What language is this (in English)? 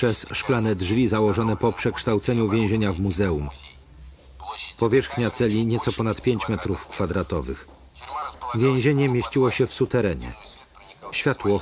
Polish